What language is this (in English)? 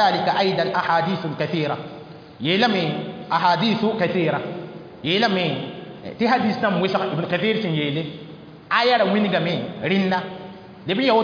Mossi